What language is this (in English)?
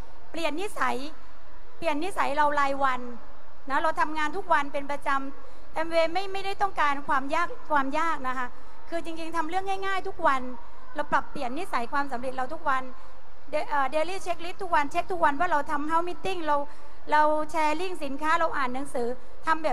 Thai